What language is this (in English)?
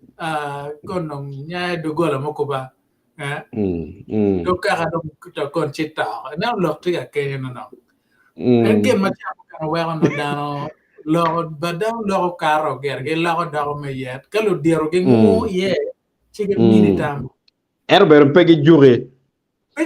Acoli